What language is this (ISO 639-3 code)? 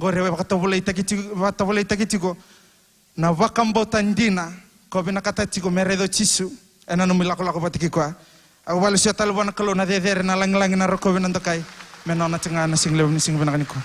fij